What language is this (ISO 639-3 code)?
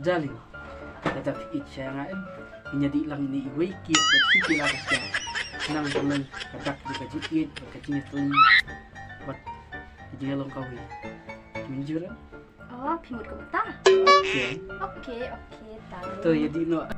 kha